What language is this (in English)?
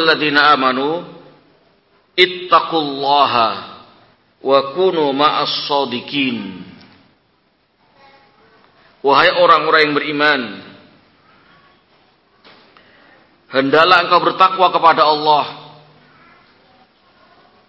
Indonesian